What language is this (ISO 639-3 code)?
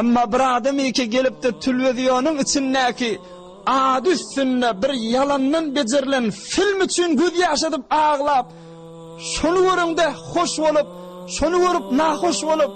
tuk